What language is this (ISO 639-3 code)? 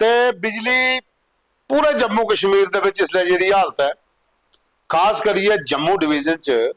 doi